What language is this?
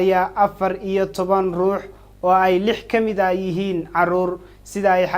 Somali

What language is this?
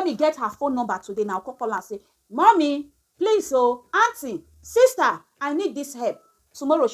Nigerian Pidgin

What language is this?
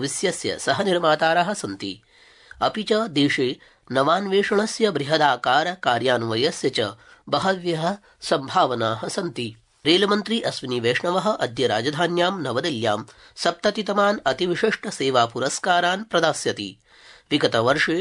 Sanskrit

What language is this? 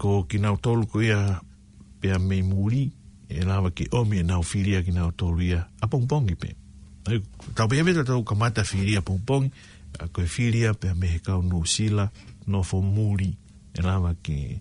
Tongan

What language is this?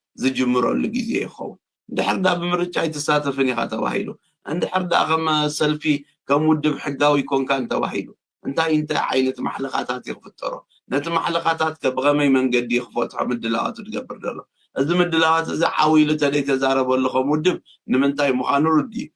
Tigrinya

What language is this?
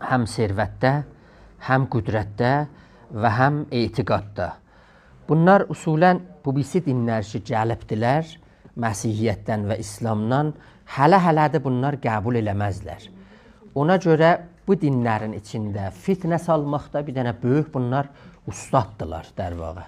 South Azerbaijani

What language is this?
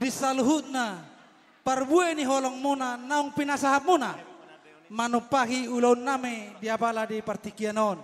Batak Toba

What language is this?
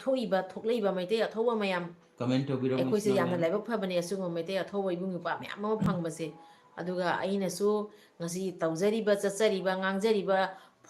Manipuri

